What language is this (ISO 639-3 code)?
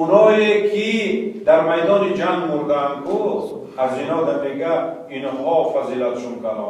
tgk